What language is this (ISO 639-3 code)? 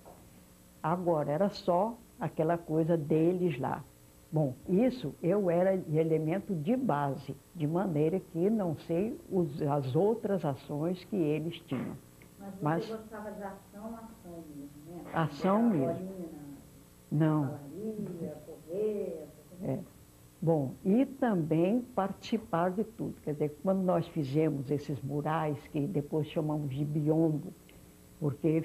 por